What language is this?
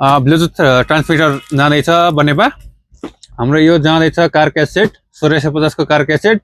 Nepali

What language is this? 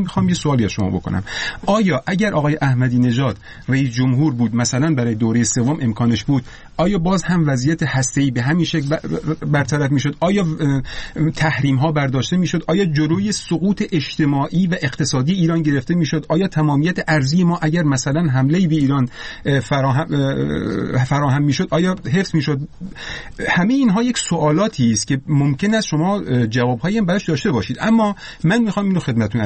Persian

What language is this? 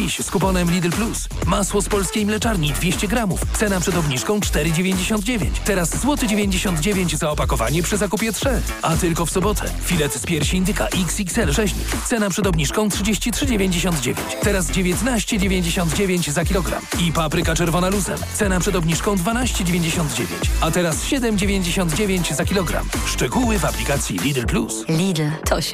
Polish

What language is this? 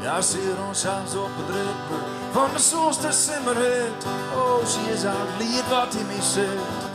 Western Frisian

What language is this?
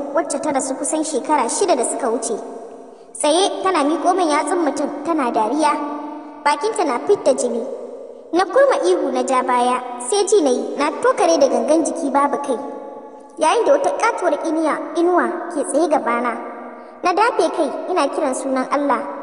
Hausa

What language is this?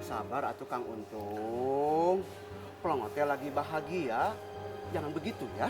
Betawi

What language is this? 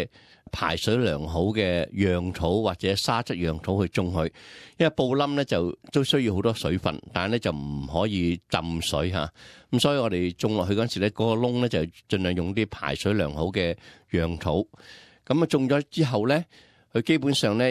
Cantonese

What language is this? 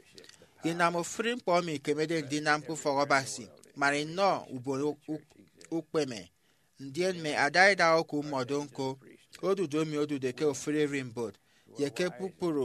Efik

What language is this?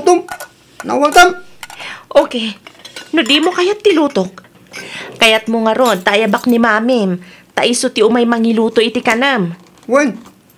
Iloko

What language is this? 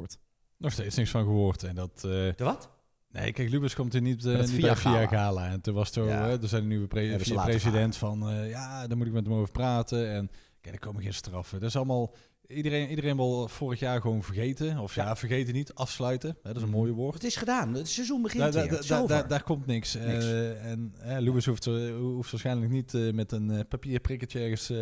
Dutch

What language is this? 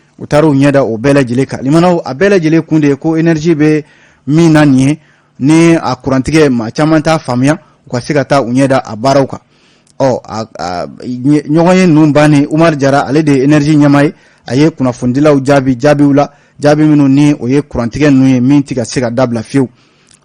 Bambara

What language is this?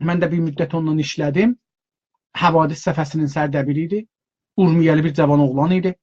South Azerbaijani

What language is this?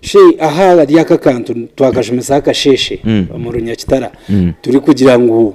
Nyankole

